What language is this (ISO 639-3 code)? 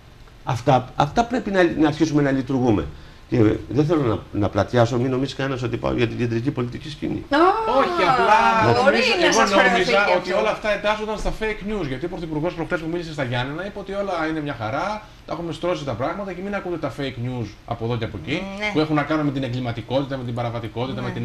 ell